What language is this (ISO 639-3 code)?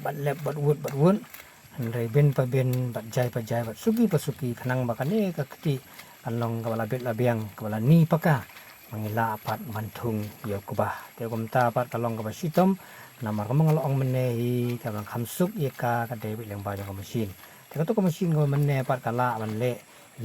kha